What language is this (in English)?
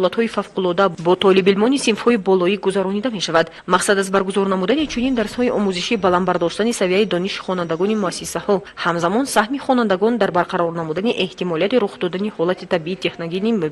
Tajik